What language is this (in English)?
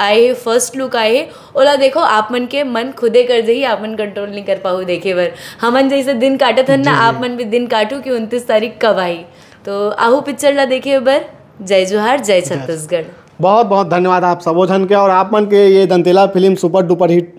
Chhattisgarhi